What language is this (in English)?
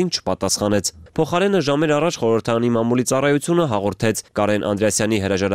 Armenian